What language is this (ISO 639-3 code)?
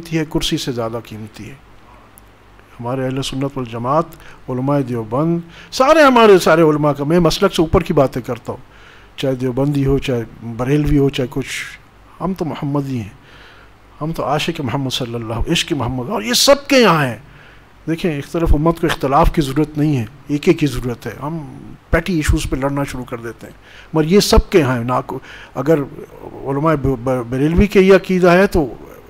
urd